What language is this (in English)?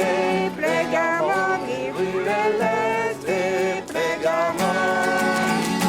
Breton